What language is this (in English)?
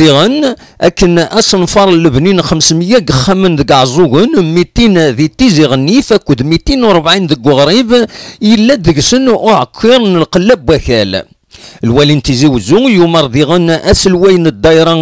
Kabyle